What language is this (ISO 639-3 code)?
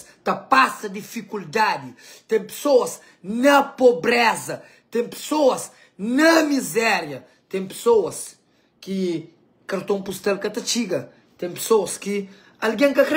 kea